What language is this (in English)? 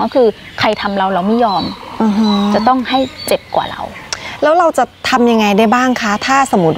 Thai